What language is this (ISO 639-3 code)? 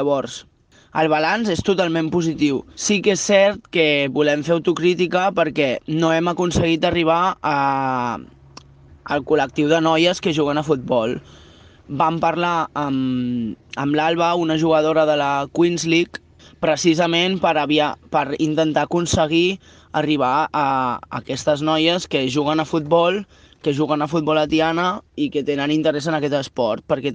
cat